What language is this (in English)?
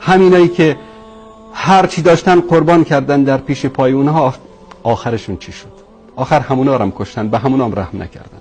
Persian